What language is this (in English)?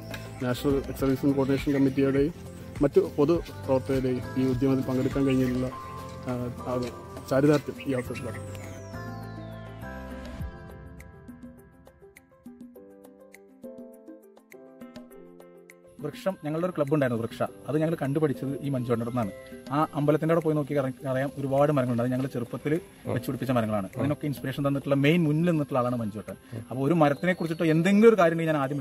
Malayalam